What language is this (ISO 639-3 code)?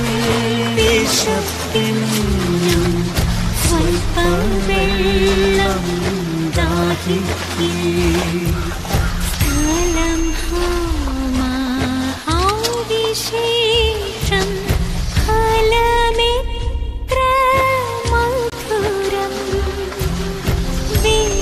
mal